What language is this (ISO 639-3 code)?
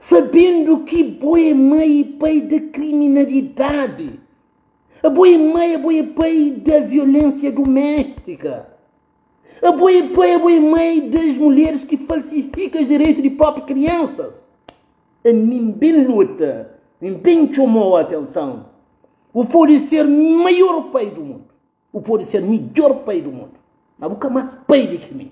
kea